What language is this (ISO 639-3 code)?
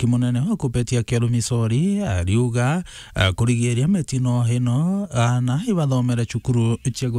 mer